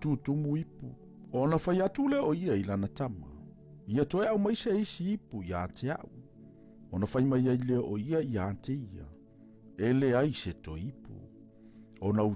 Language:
Samoan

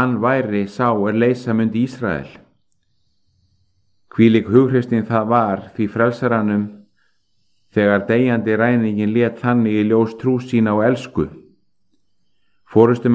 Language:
Icelandic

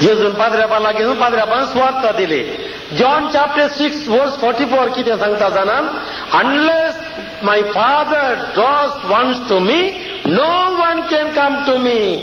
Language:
Konkani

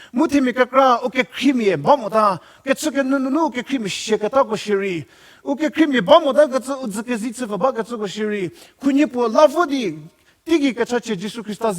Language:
Angami Naga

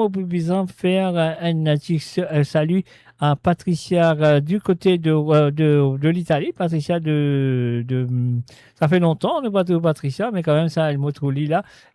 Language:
Morisyen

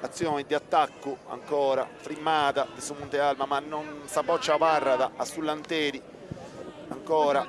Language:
Sardinian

